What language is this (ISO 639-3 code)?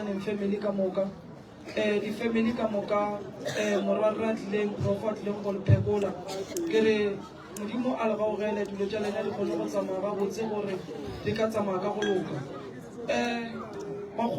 nso